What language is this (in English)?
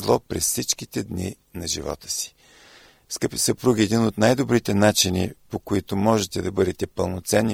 Bulgarian